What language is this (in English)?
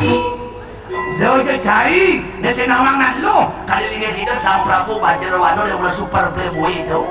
Balinese